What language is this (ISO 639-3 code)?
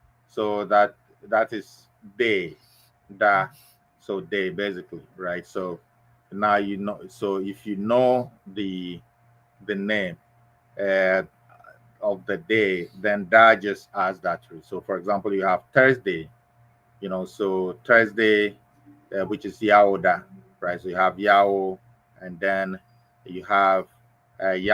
ewe